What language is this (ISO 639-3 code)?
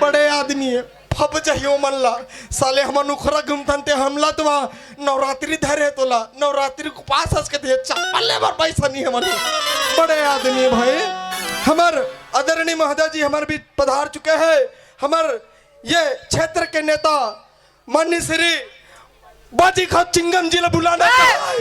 hne